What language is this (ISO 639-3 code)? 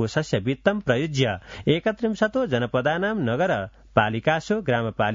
san